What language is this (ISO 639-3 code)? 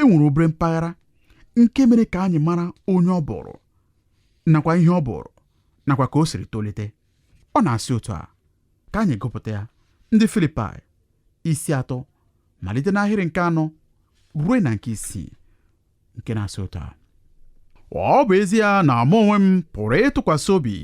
ibo